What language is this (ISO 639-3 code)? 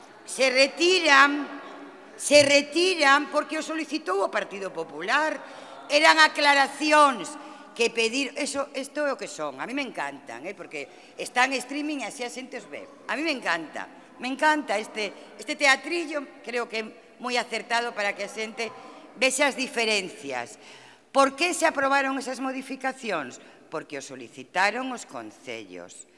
glg